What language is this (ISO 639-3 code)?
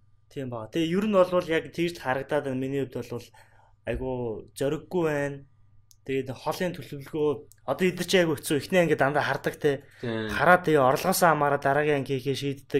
mon